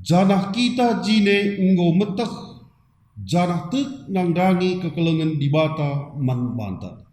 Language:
Batak Karo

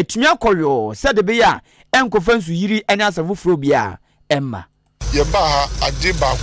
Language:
Akan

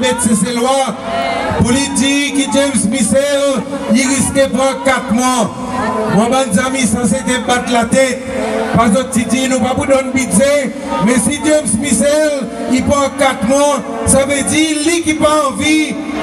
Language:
Seselwa Creole French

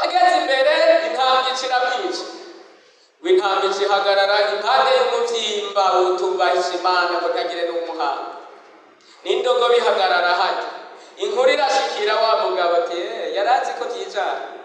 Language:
Rundi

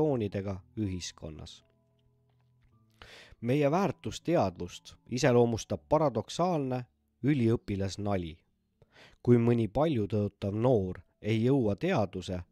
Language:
Estonian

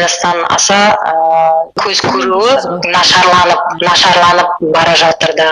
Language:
Kazakh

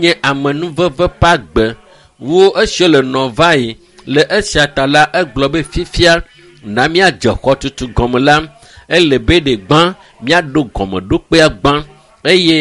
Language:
Ewe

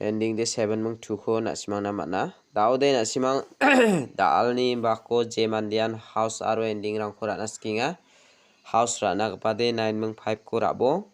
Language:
Garo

